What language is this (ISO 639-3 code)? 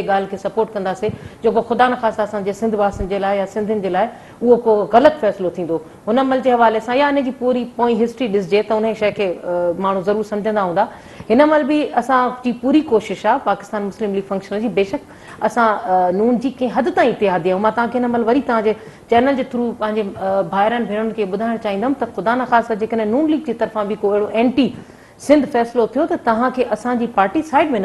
snd